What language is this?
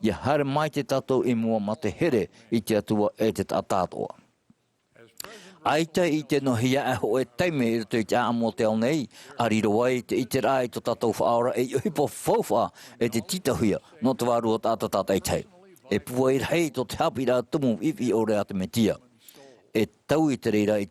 Tahitian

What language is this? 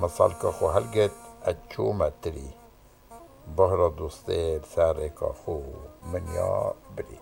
Kurdish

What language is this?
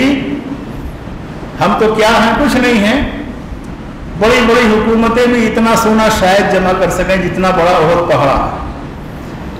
Urdu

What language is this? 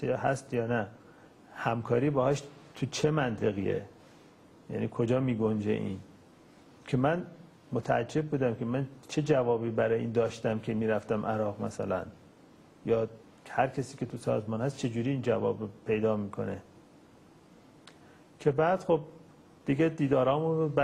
Persian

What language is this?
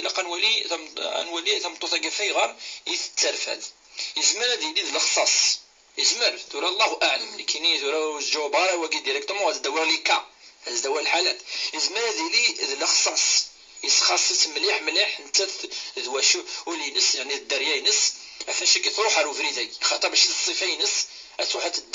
Kabyle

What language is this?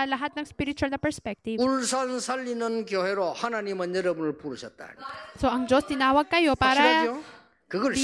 Filipino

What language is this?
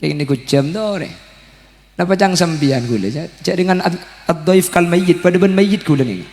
Madurese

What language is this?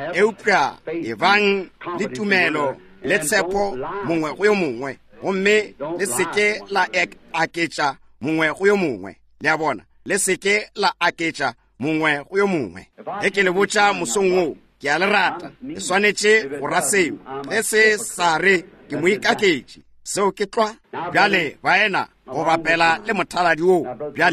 Northern Sotho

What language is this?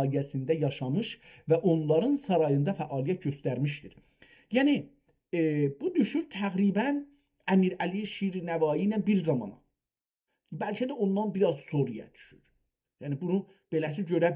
South Azerbaijani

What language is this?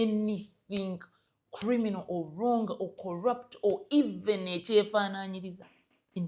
Ganda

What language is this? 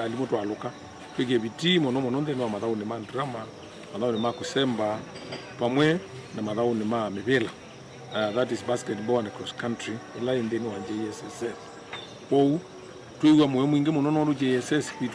Kamba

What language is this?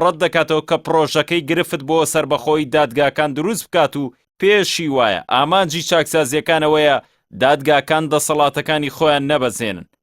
Central Kurdish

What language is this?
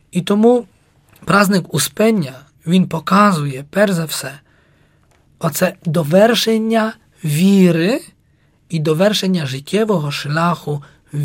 Ukrainian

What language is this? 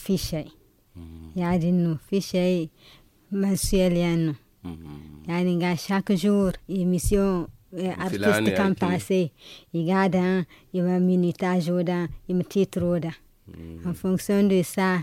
Zarma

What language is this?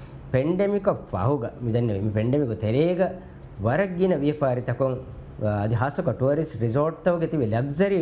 Divehi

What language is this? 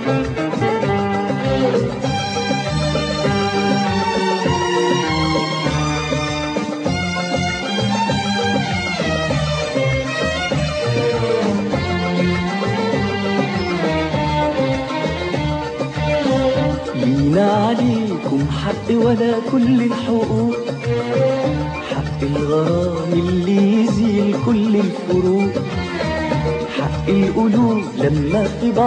Egyptian Arabic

